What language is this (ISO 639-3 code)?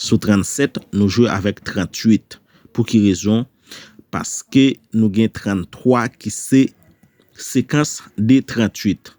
hat